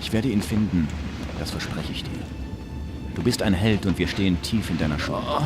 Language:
Bavarian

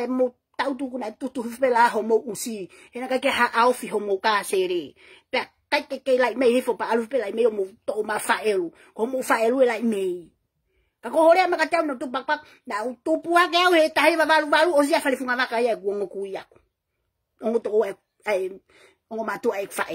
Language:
Tongan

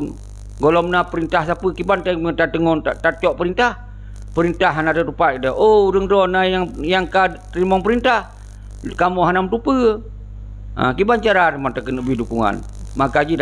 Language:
Achinese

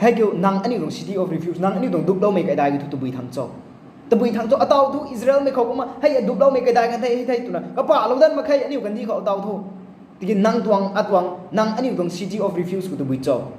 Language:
Rongmei Naga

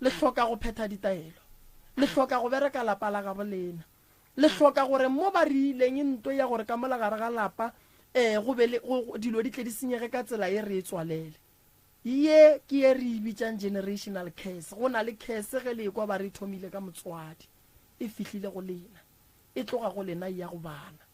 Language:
Northern Sotho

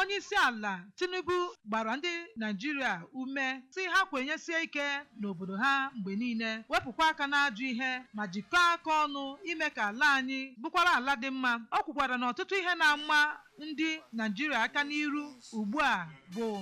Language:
Igbo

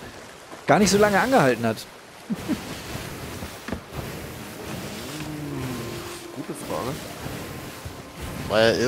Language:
German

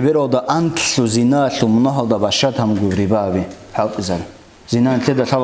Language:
Avaric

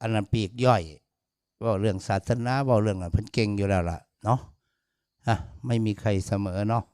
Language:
Northeastern Thai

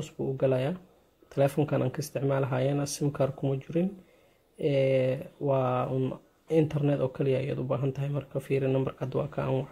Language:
Somali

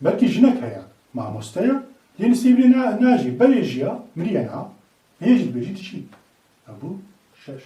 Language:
Kurdish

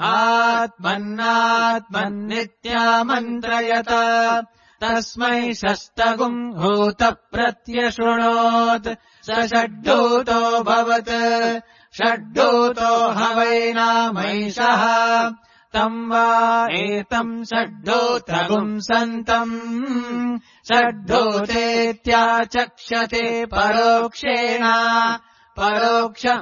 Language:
Sanskrit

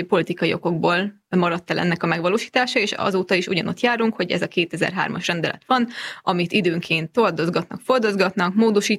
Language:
Hungarian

